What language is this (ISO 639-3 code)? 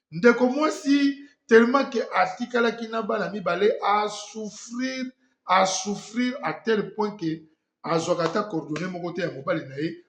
lin